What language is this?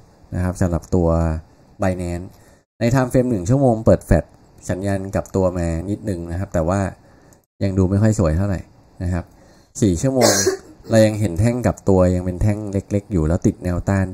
Thai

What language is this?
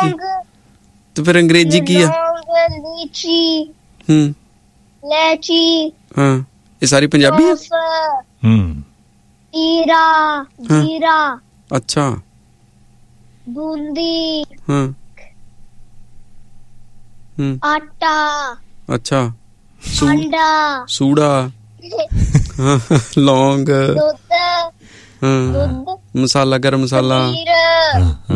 Punjabi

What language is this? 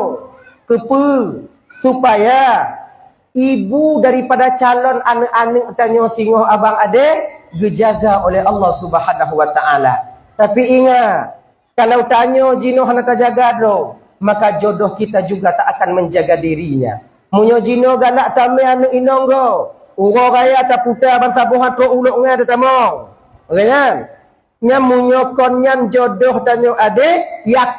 Achinese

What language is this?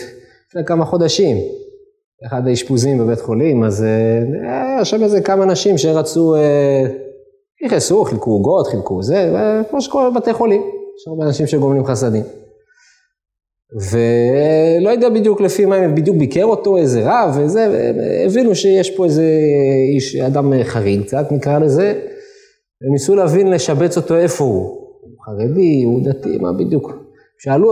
Hebrew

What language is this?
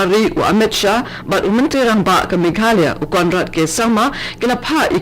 Khasi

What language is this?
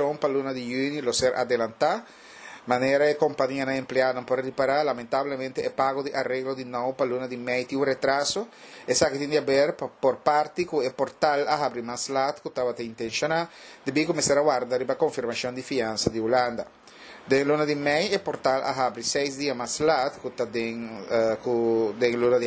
Papiamento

